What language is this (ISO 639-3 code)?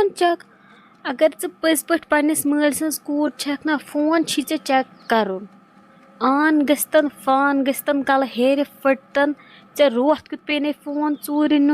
kas